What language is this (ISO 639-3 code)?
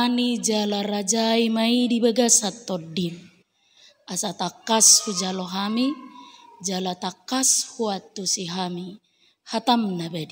bbc